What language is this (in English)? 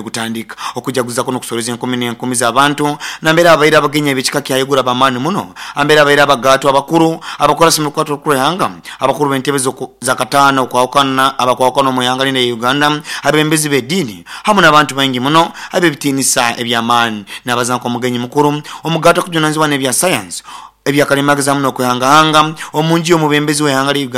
Nyoro